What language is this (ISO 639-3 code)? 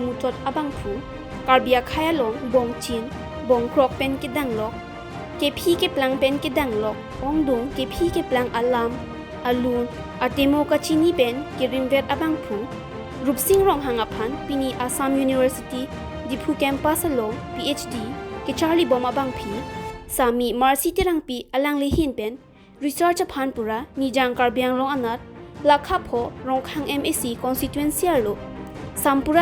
mjw